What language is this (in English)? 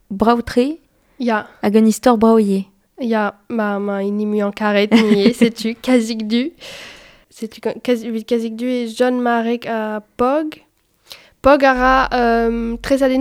Breton